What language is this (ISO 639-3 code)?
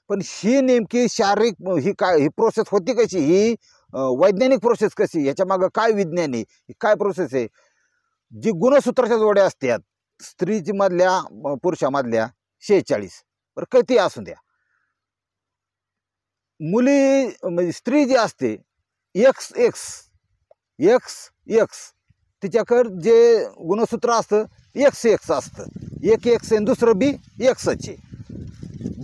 mar